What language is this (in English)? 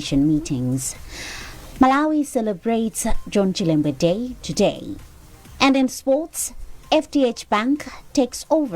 English